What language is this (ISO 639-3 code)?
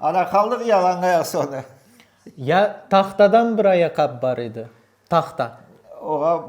crh